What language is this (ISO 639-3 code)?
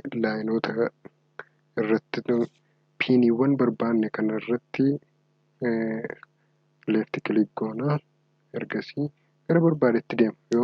orm